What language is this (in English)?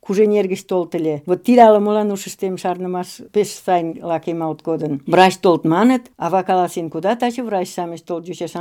Mari